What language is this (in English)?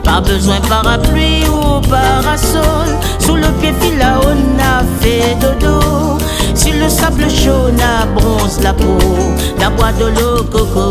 Réunion Creole French